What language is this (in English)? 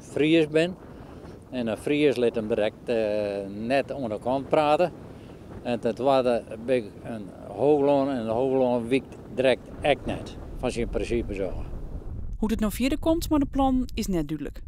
Western Frisian